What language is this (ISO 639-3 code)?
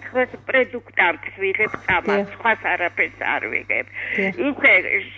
kat